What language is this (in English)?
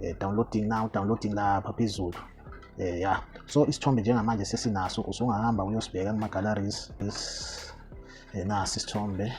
Zulu